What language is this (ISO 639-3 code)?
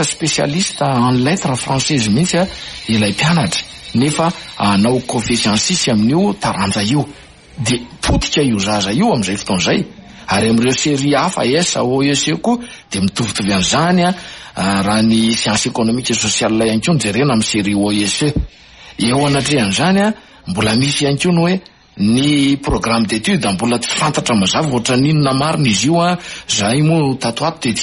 mlg